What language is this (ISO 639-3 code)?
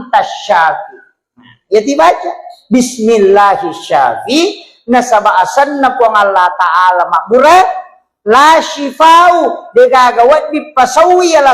bug